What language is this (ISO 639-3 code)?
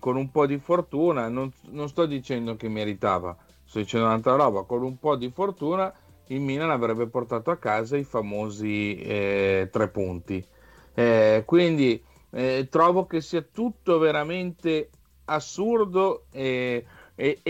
ita